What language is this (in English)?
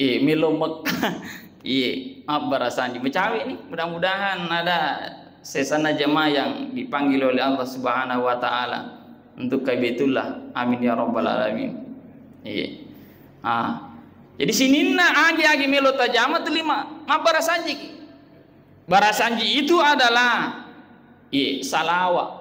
Buginese